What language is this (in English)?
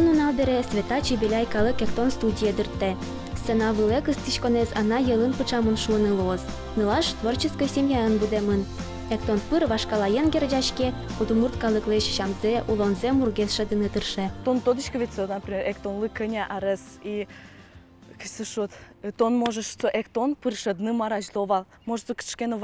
Udmurt